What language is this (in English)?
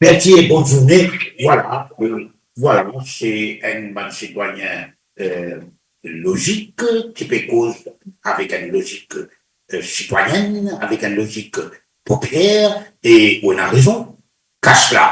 Morisyen